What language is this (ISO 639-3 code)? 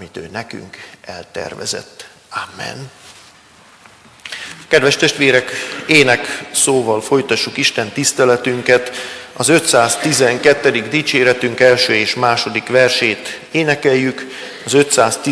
hun